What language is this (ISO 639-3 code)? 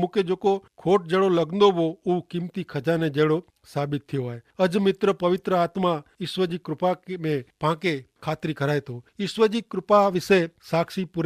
kfr